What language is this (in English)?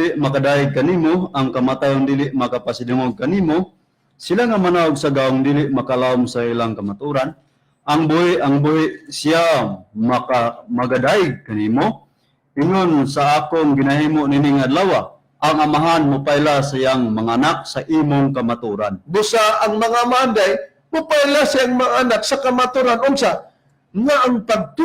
Cebuano